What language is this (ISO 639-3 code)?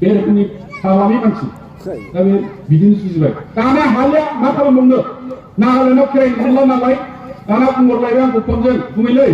brx